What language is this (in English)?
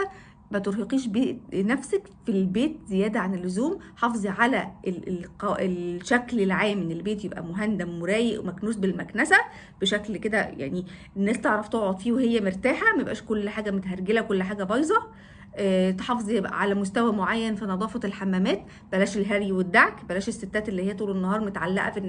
Egyptian Arabic